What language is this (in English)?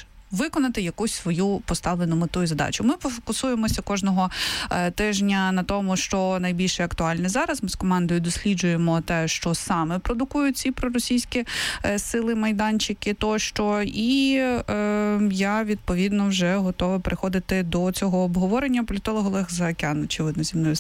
Ukrainian